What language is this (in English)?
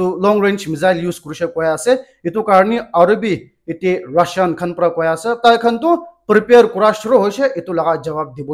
Naga Pidgin